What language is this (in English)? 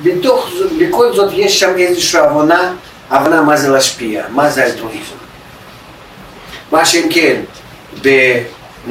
Hebrew